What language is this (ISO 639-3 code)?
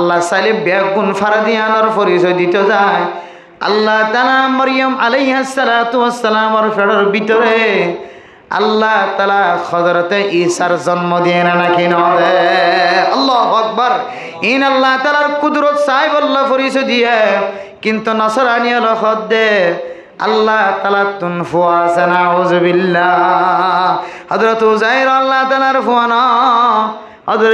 rhg